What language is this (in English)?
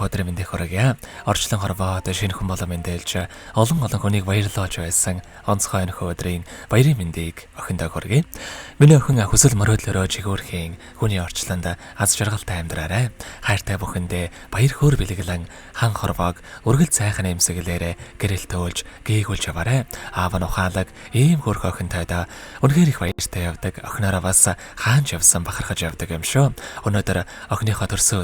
Mongolian